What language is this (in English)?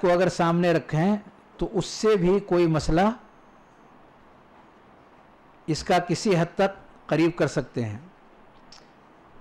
Urdu